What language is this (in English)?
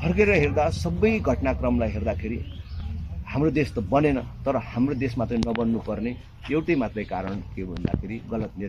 Nepali